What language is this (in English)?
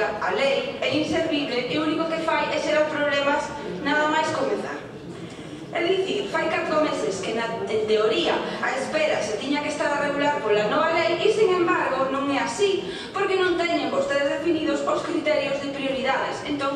Galician